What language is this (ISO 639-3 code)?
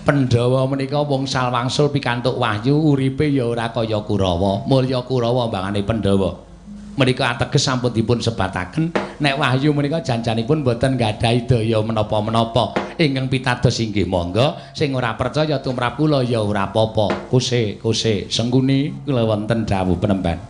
jav